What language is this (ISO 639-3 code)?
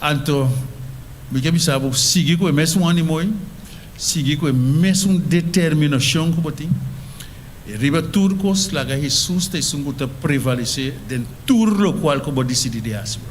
pap